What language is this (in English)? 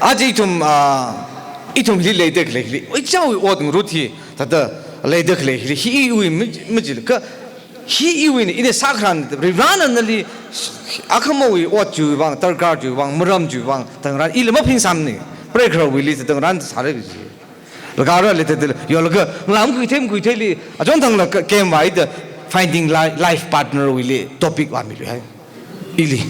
Tangkhul Naga (India)